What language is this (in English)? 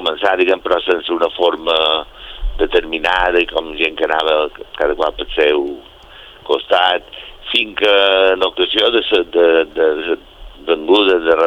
Catalan